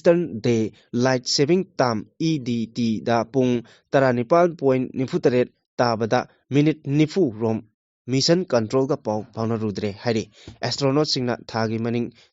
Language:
Manipuri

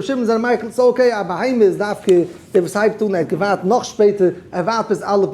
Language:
Yiddish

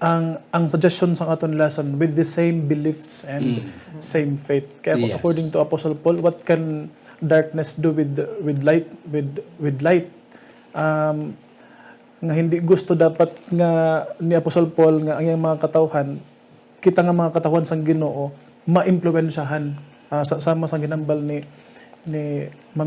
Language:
Hiligaynon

